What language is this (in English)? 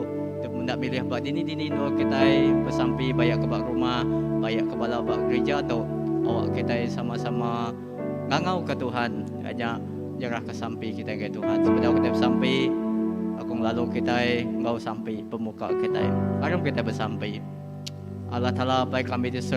Iban